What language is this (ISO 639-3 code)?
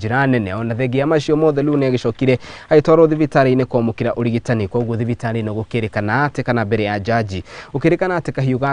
kik